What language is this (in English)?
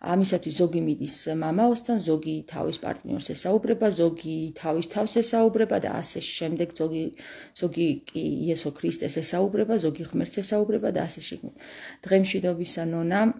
Georgian